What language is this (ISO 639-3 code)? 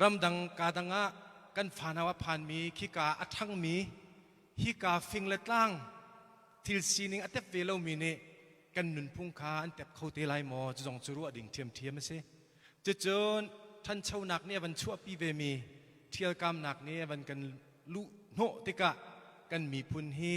cnh